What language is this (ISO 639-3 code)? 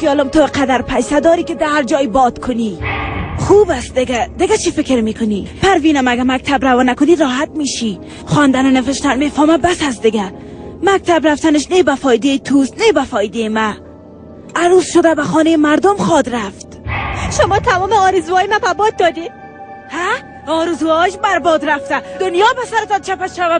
tgk